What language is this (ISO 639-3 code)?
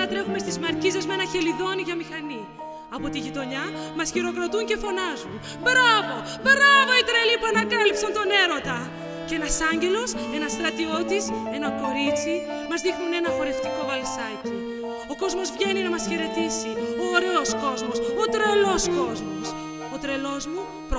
ell